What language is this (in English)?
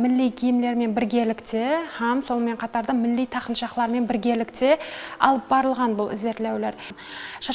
Kara-Kalpak